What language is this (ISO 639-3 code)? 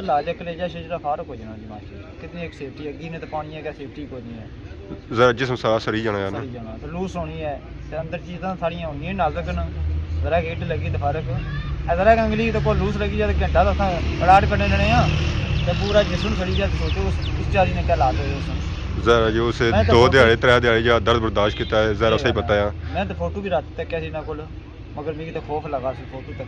phr